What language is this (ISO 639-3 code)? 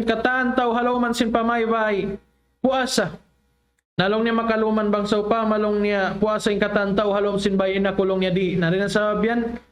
tsg